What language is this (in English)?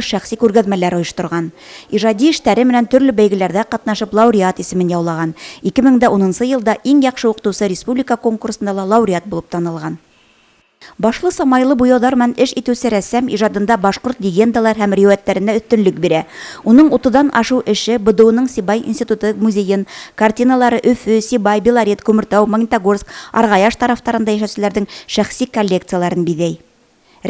Bashkir